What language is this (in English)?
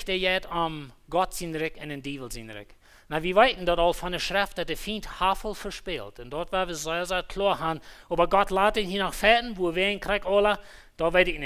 Plautdietsch